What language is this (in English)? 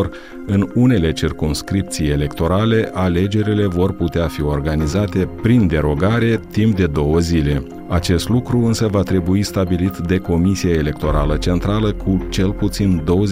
Romanian